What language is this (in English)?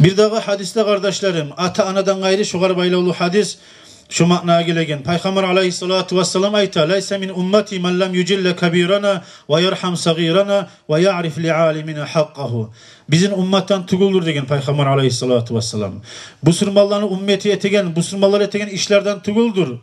Kumyk